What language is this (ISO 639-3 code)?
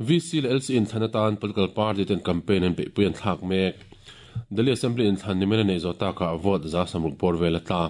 lus